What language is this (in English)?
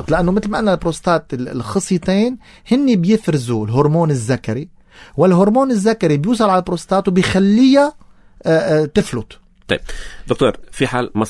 North Levantine Arabic